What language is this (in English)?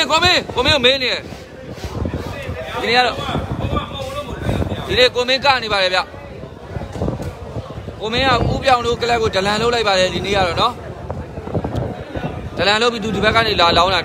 Burmese